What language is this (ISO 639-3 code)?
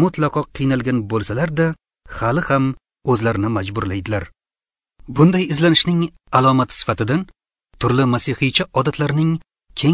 uzb